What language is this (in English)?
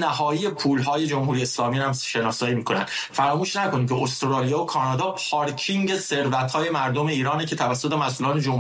Persian